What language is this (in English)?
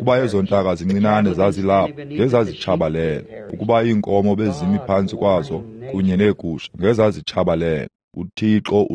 Xhosa